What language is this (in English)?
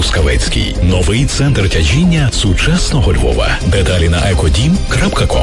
Ukrainian